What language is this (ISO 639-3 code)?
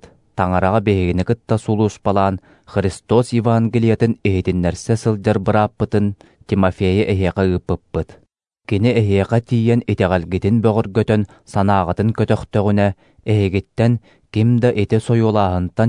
sah